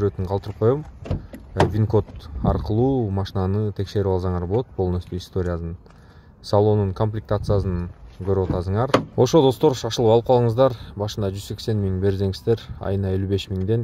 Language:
Kyrgyz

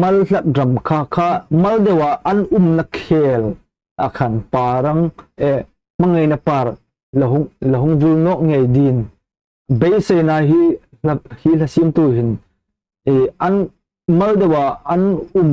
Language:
Hmar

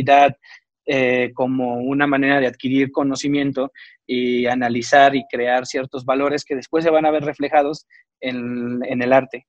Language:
Spanish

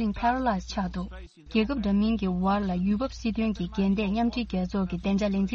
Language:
Tibetan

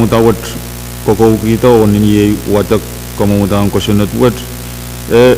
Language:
Pohnpeian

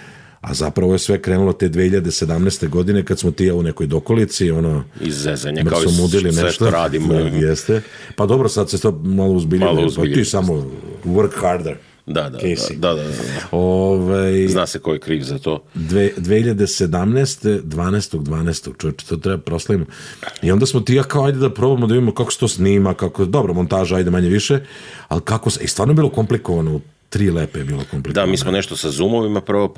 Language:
Serbian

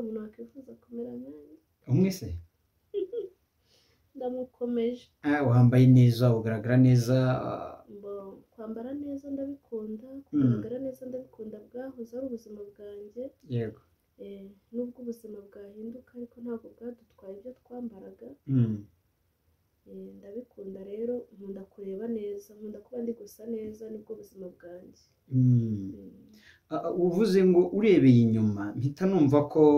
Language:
Kinyarwanda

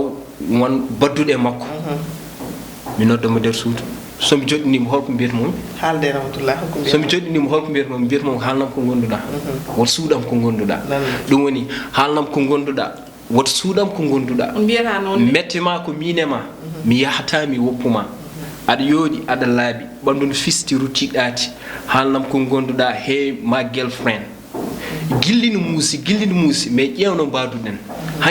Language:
Fula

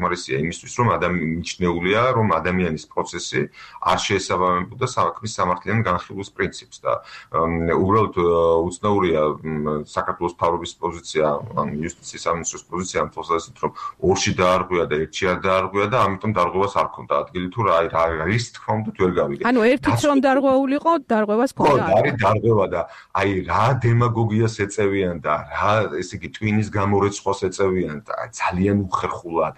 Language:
Georgian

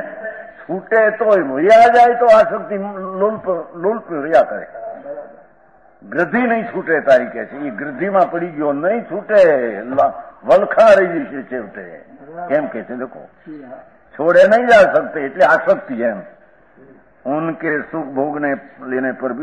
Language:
Gujarati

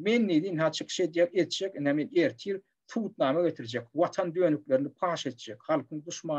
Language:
Turkmen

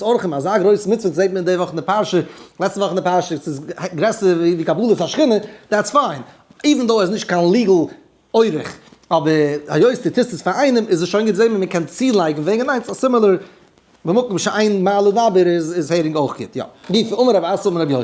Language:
Yiddish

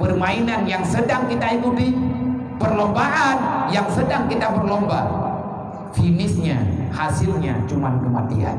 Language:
Achinese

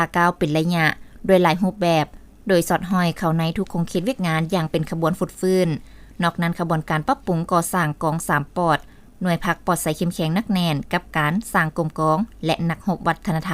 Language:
Lao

